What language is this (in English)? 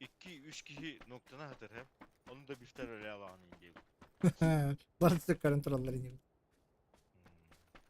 Yakut